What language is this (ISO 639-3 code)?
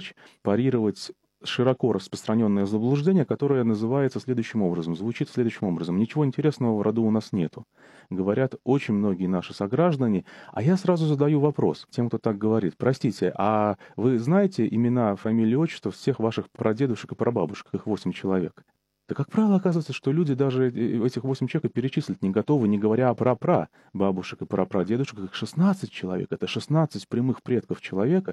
rus